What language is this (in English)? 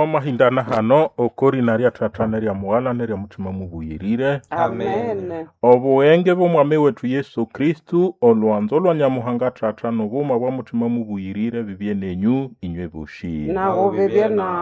Nande